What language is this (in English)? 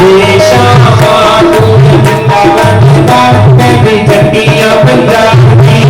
Dogri